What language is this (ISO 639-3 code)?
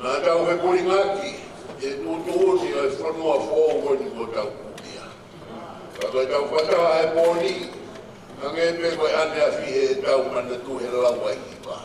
ton